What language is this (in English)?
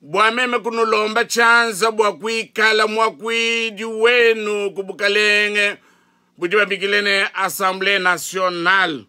Luba-Lulua